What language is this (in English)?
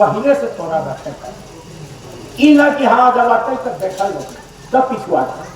Magahi